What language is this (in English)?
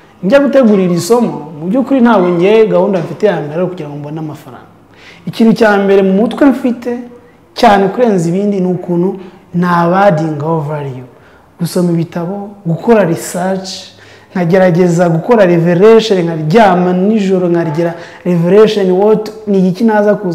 Kinyarwanda